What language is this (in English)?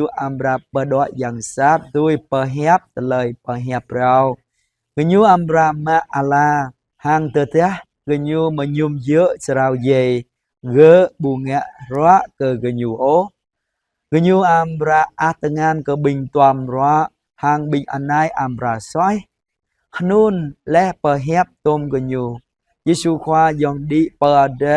Jarai